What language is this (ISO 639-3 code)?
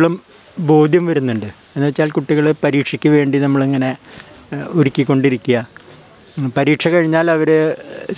mal